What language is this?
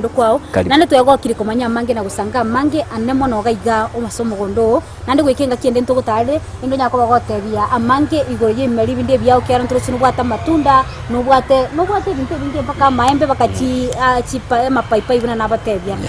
Gusii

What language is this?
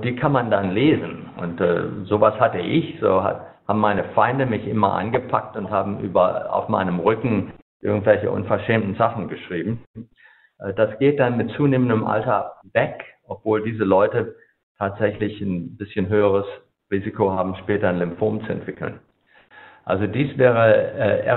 German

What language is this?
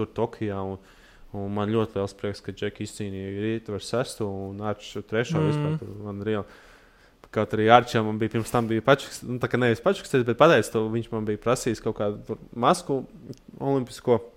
Latvian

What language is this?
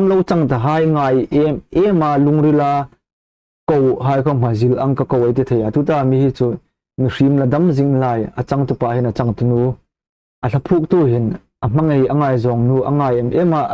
Hmar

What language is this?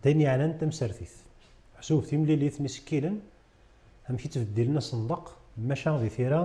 Kabyle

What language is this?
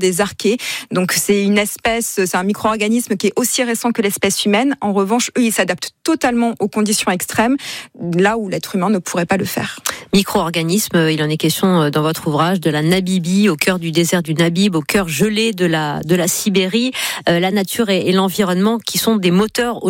French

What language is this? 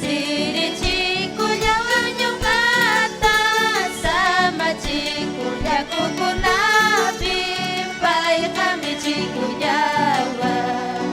Ayacucho Quechua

